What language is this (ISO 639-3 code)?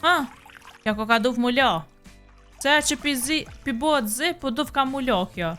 sqi